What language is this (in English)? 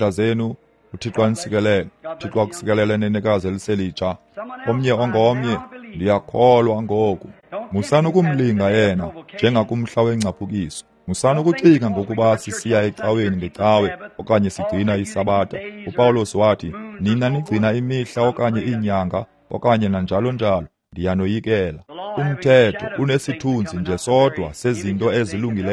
Xhosa